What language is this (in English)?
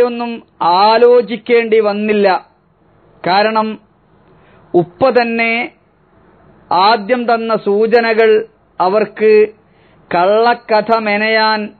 Malayalam